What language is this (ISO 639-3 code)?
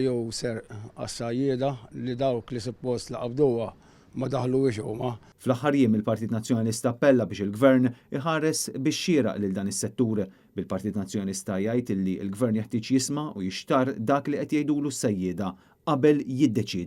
mlt